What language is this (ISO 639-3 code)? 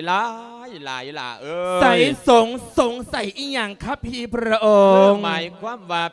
lao